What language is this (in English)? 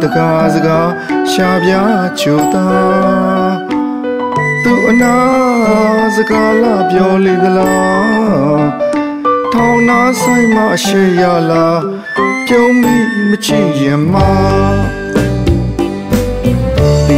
Burmese